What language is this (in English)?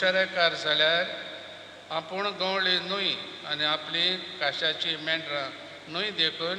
Konkani